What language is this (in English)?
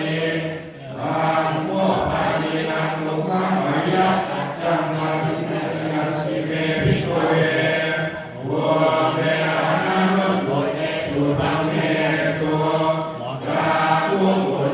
Pali